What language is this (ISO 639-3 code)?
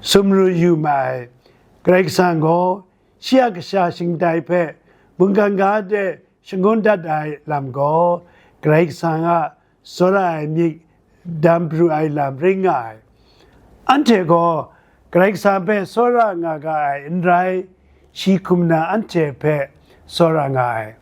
kac